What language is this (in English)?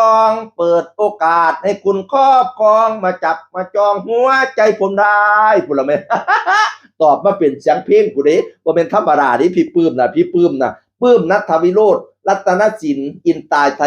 Northeastern Thai